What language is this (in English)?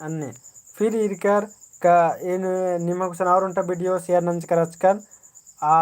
Kurukh